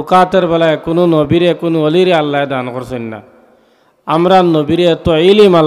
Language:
Sylheti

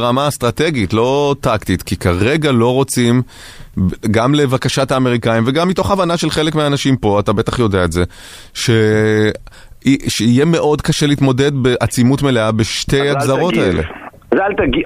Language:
Hebrew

